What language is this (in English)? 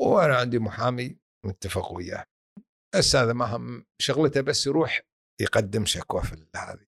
Gulf Arabic